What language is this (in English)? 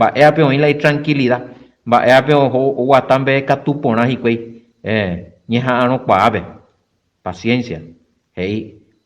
Guarani